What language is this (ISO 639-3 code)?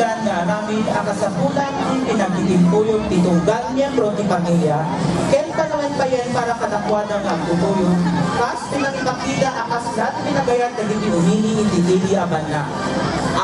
ilo